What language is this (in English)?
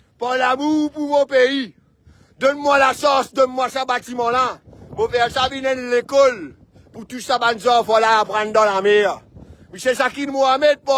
Morisyen